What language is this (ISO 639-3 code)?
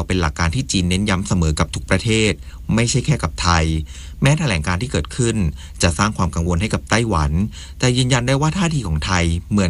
tha